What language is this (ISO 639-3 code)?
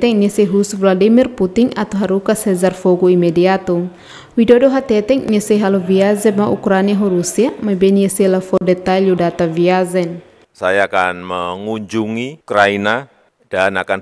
tet